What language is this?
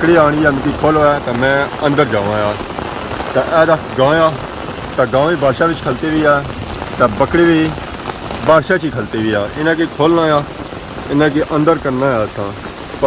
Pahari-Potwari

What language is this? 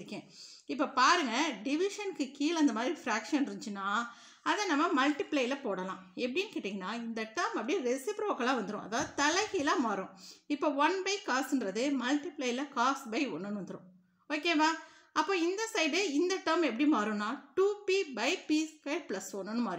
Tamil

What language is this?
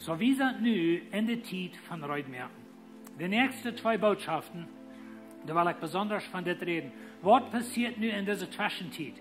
Plautdietsch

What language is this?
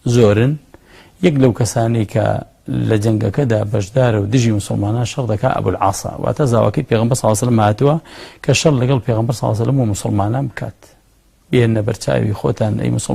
Central Kurdish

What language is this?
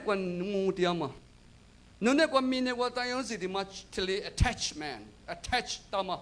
Lisu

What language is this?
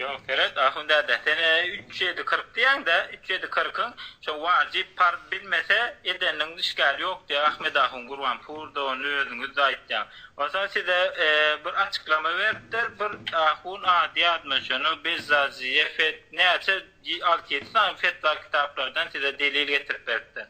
Turkmen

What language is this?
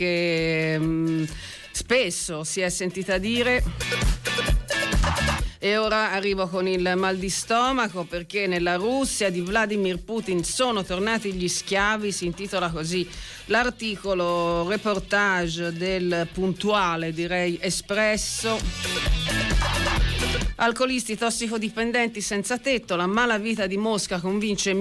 Italian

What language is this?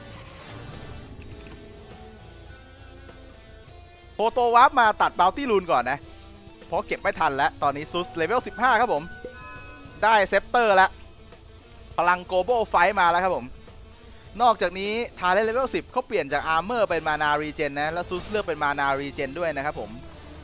Thai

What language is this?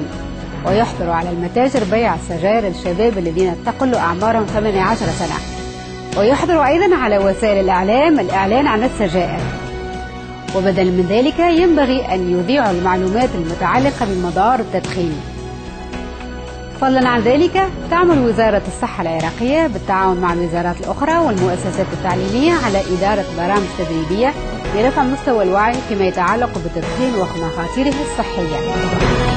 Arabic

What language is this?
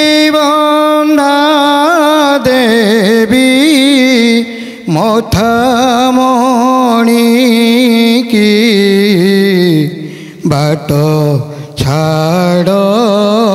Odia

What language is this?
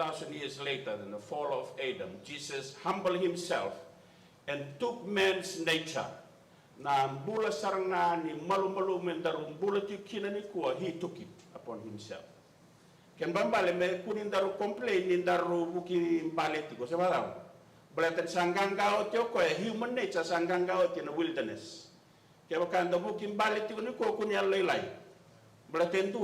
Fijian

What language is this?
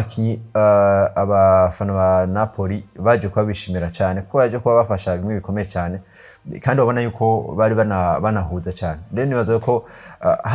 Rundi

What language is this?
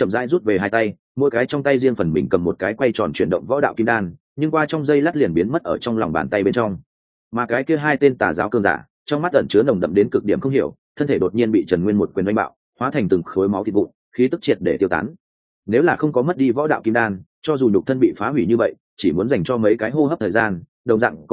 Vietnamese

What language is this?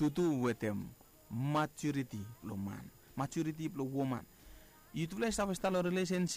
Bislama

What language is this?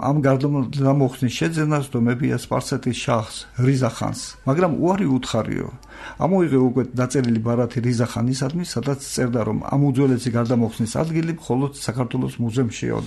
Georgian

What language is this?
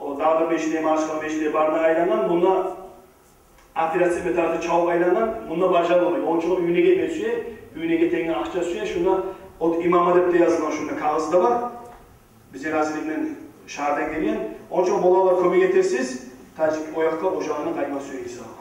Kumyk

